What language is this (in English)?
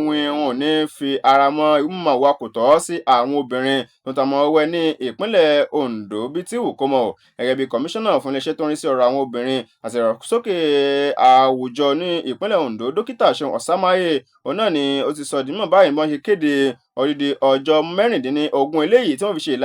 Yoruba